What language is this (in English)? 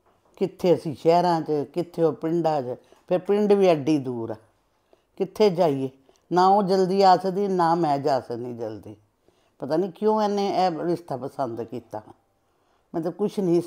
Punjabi